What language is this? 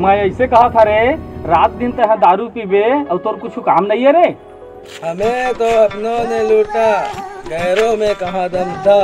Chhattisgarhi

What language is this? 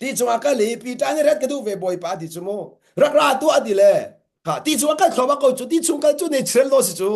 Hakha Chin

